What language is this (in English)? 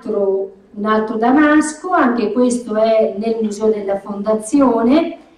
Italian